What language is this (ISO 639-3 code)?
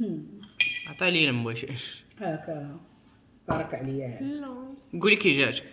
ary